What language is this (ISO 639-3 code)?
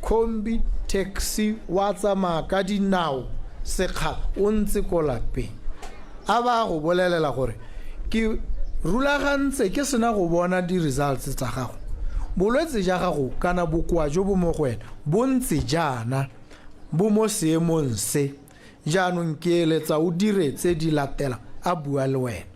tsn